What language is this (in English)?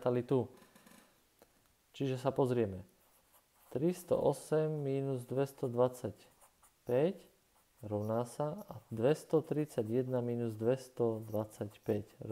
Slovak